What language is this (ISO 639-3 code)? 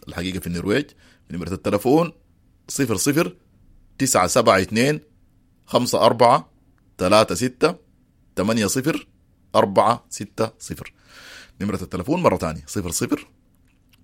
apd